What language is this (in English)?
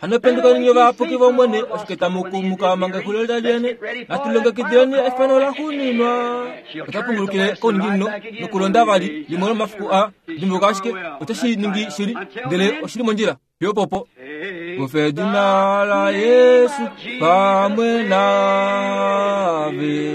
Kuanyama